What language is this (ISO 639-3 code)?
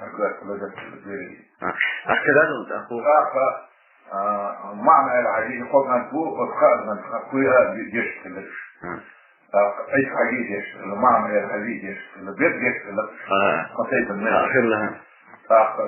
che